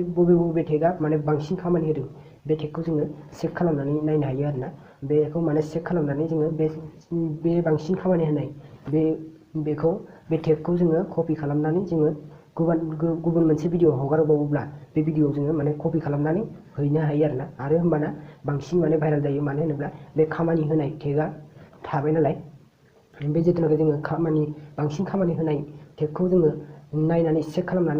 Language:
Bodo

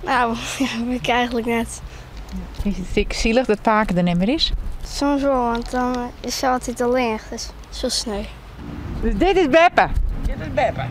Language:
Western Frisian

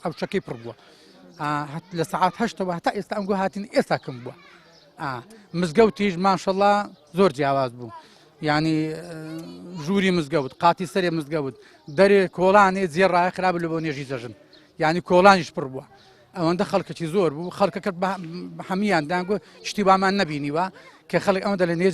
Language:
Central Kurdish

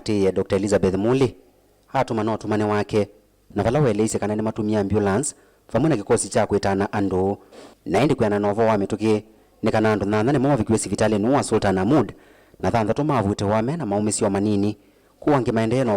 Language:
Kamba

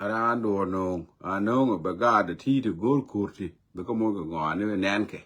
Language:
Nuer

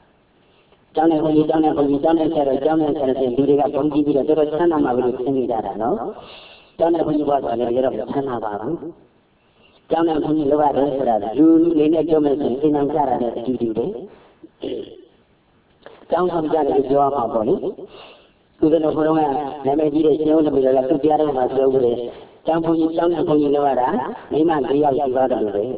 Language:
Burmese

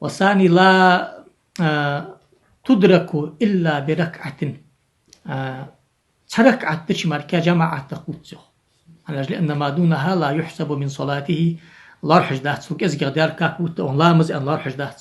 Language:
Ingush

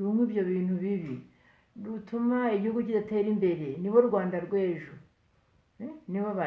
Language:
Kinyarwanda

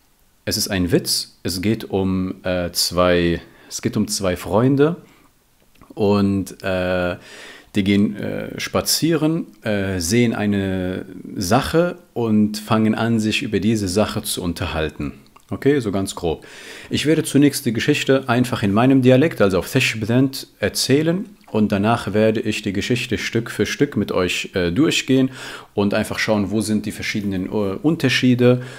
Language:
German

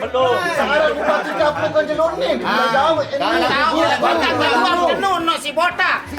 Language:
Sasak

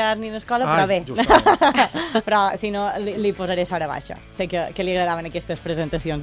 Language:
Catalan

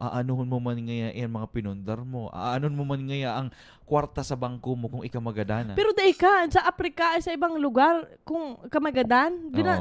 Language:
Bikol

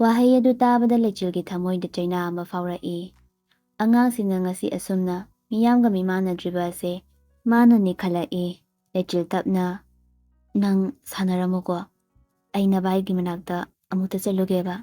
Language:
Manipuri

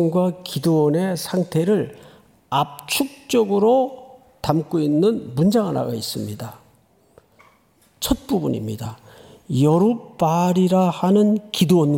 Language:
Korean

